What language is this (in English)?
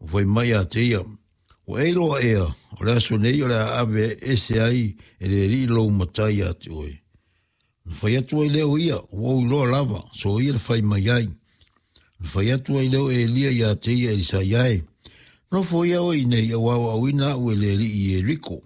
Samoan